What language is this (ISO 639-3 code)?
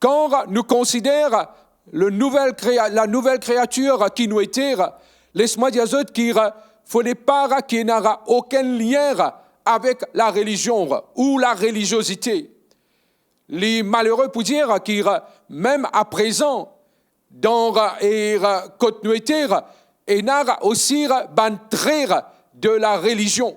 mfe